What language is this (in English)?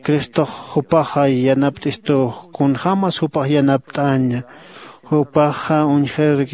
Aymara